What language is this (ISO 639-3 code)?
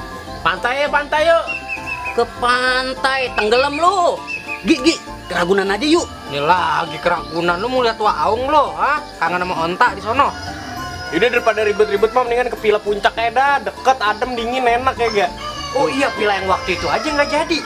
bew